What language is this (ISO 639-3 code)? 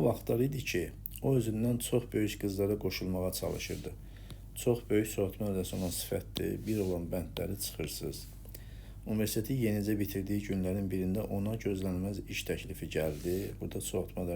aze